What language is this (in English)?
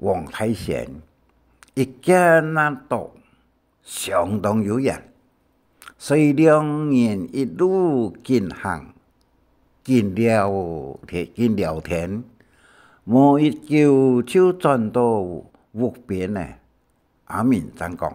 Hakka Chinese